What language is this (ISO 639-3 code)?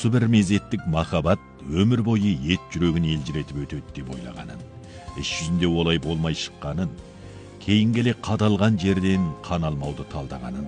kaz